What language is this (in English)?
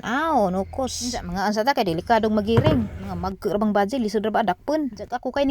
Cebuano